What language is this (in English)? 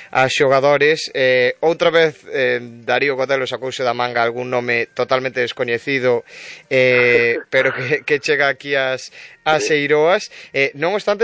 Galician